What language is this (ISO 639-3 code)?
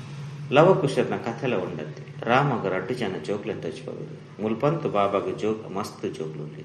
tcy